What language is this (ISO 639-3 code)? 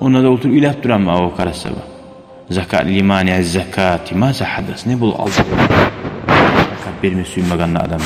kum